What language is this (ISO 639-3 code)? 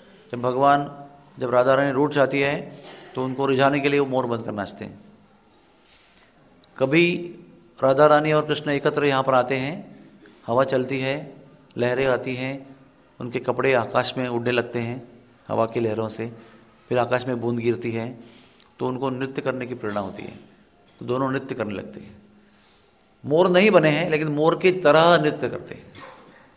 hin